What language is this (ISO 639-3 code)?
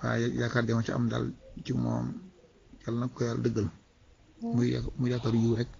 wol